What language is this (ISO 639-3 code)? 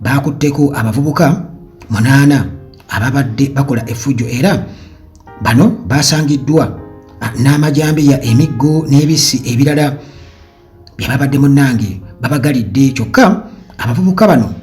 lug